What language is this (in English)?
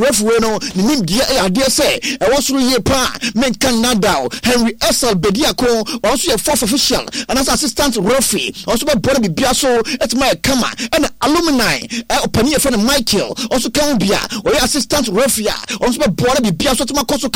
Akan